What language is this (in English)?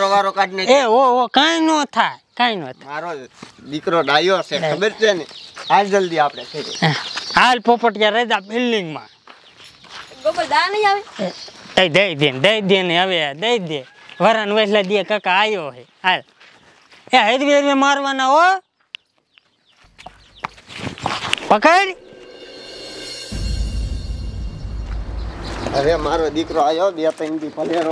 Gujarati